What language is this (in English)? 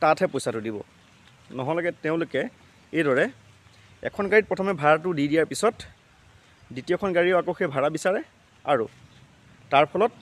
Assamese